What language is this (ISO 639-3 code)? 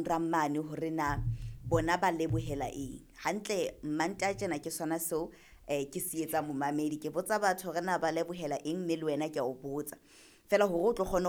sot